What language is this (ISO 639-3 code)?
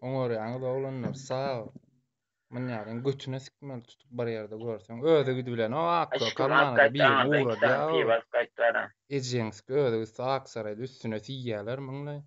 tuk